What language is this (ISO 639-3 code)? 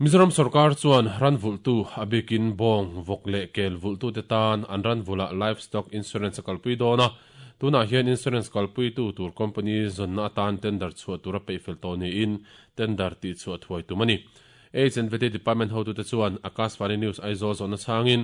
lus